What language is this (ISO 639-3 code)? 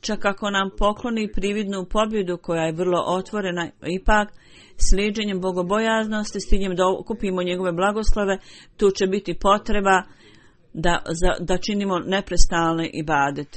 bos